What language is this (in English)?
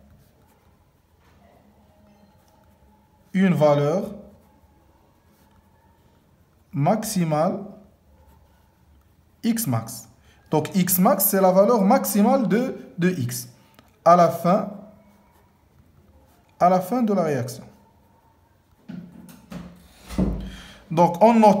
French